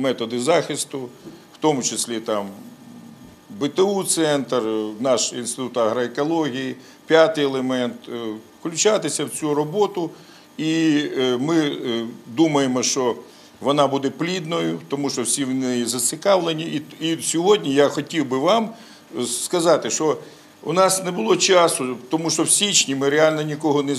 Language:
Ukrainian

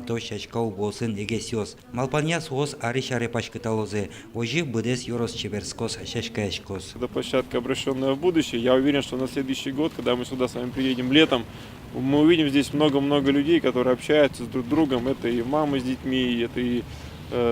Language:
Udmurt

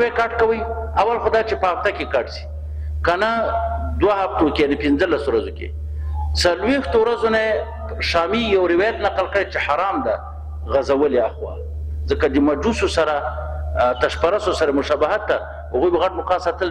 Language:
Pashto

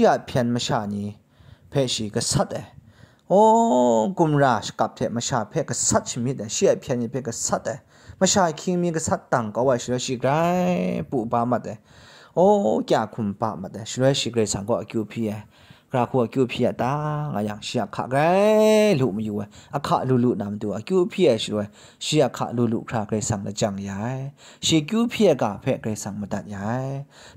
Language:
Kachin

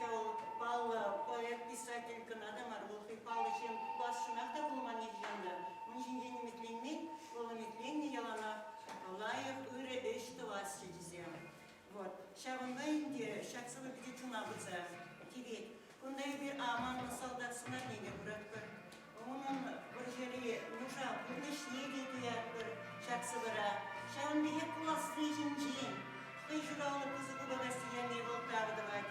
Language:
Chuvash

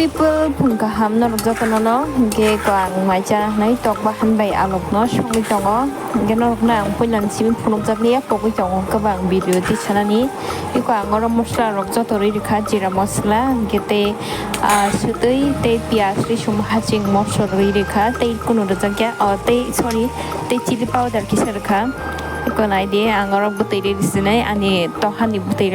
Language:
Kok Borok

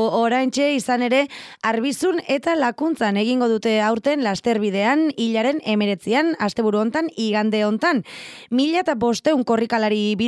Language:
Basque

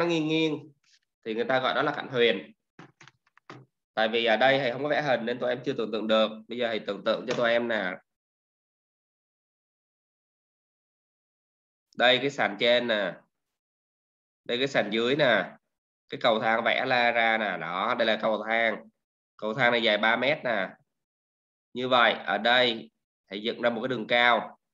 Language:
Vietnamese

